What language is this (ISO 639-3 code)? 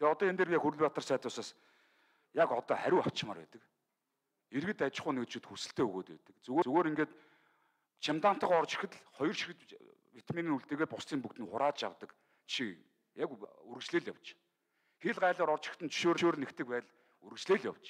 mon